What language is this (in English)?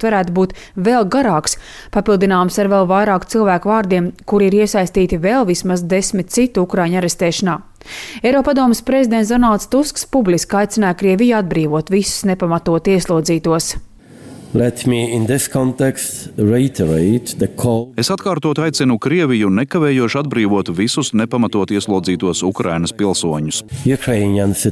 Latvian